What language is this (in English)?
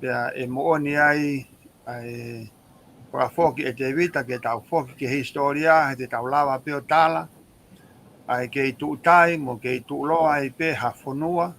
Tongan